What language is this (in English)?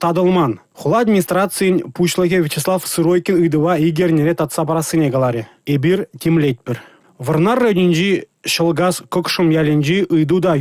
Chuvash